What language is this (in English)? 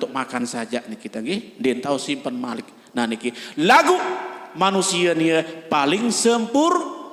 Sasak